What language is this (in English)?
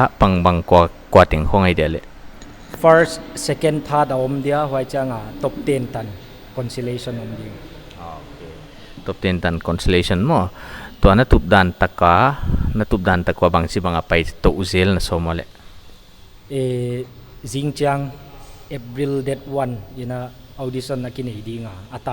Paite Chin